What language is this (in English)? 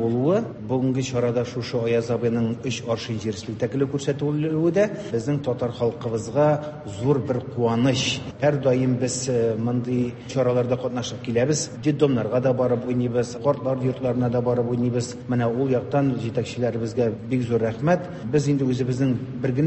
Tatar